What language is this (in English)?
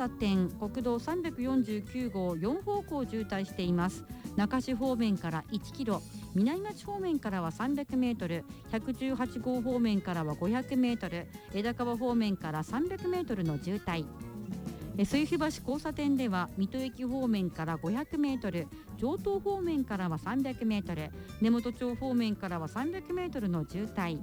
Japanese